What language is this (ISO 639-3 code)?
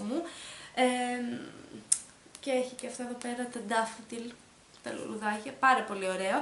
ell